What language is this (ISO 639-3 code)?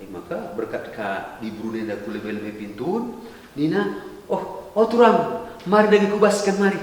btx